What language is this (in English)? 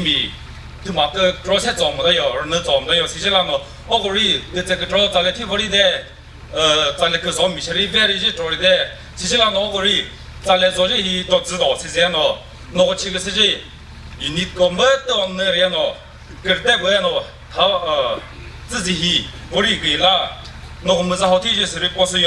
Chokri Naga